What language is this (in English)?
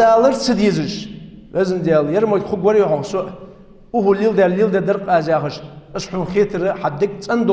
Ingush